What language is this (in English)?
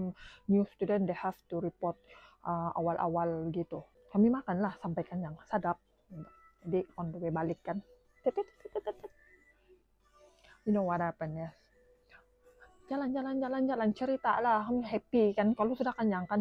Malay